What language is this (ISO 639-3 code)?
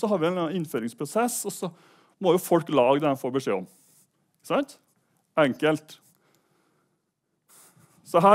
nor